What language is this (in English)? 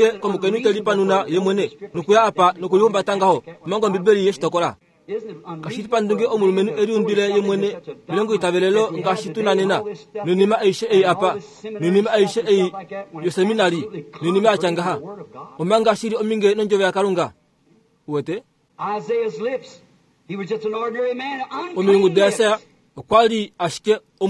Kuanyama